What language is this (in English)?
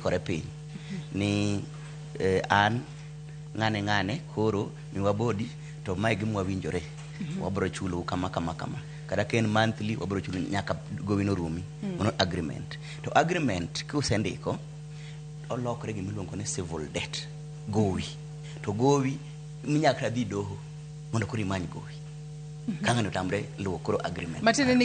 Luo (Kenya and Tanzania)